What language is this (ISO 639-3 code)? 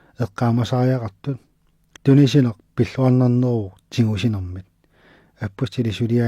kal